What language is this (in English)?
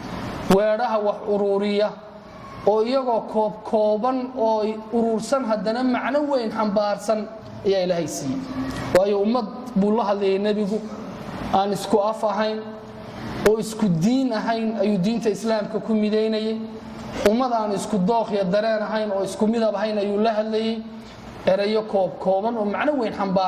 Somali